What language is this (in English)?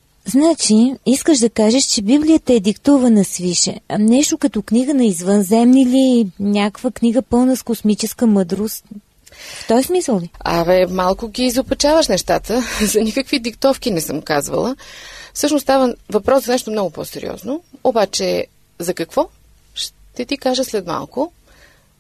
Bulgarian